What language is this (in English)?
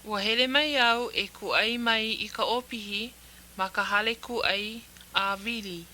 Hawaiian